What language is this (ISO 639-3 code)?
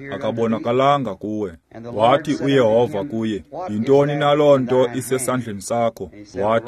xho